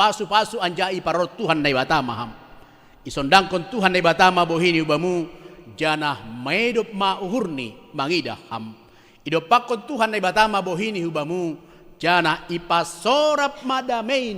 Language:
Batak Simalungun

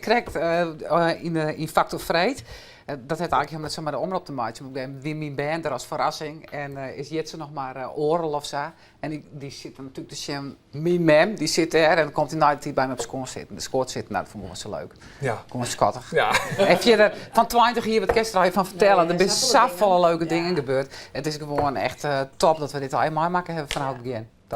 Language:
Western Frisian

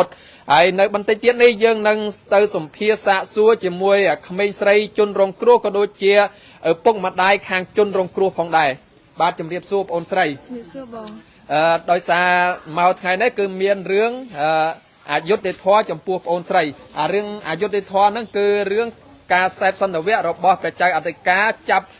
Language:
Khmer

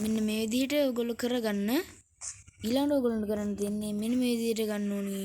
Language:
Sinhala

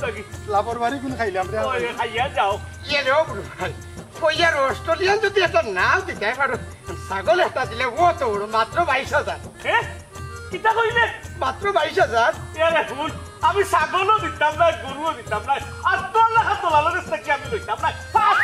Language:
Sylheti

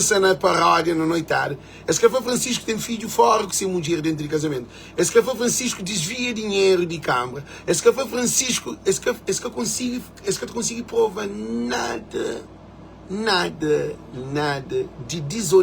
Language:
Kabuverdianu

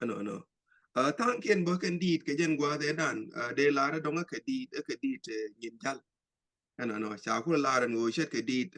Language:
Nuer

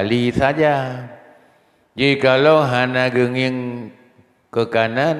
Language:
Achinese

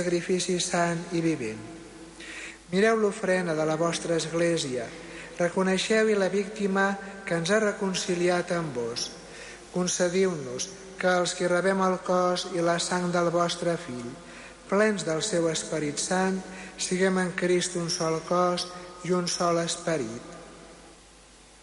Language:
Catalan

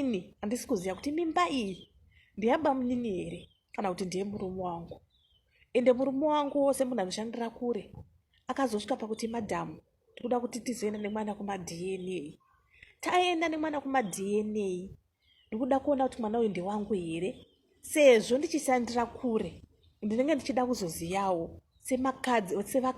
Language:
Shona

